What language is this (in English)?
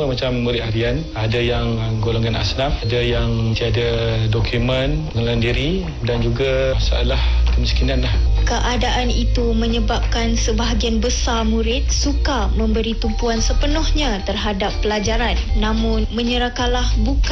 Malay